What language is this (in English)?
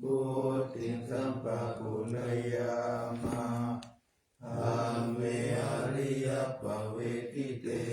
Pali